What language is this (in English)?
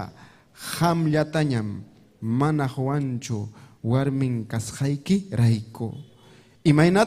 Ayacucho Quechua